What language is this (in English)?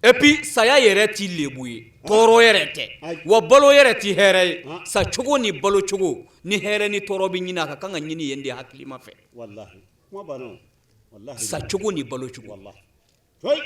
Bambara